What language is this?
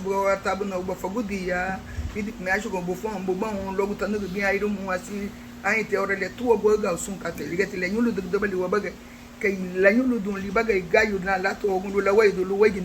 Garifuna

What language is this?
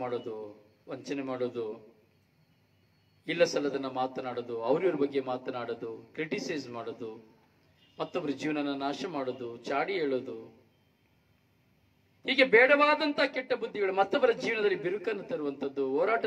Kannada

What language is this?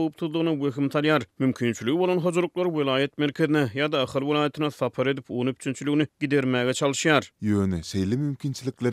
Turkmen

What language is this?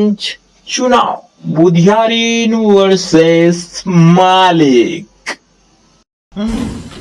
Chhattisgarhi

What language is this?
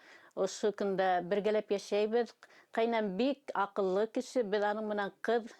Bashkir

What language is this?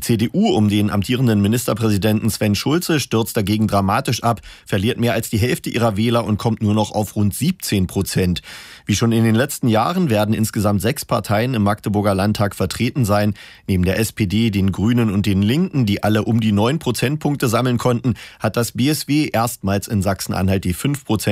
German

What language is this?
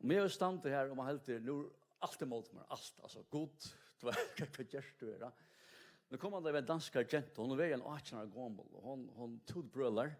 Faroese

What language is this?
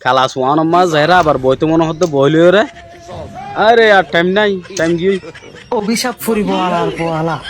Rohingya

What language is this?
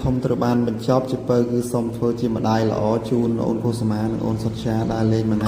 Khmer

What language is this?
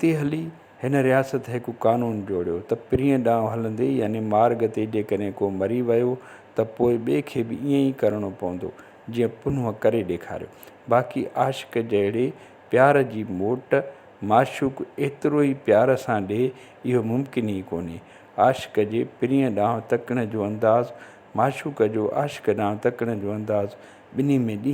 Sindhi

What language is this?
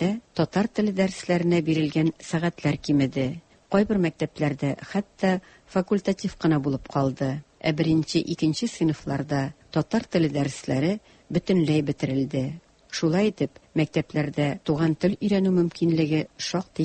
Tatar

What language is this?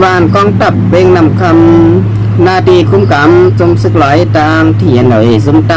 Shan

